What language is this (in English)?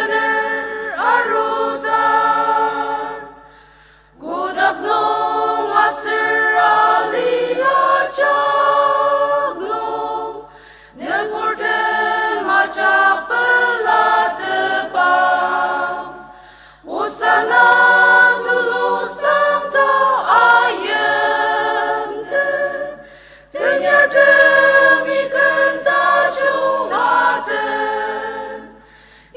Ao Naga